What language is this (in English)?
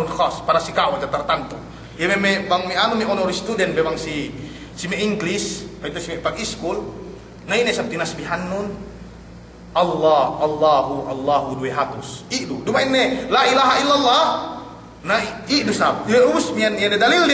Yakan